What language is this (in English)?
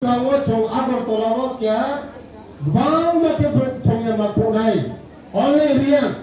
Riang (India)